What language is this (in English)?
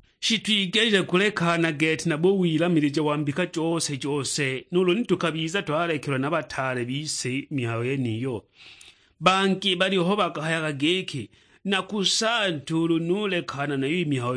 Sukuma